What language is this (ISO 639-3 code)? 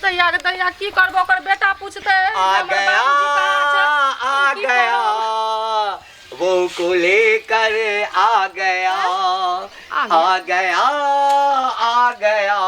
mai